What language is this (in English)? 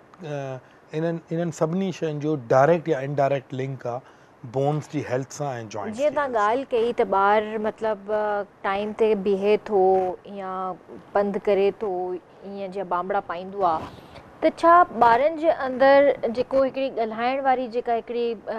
Sindhi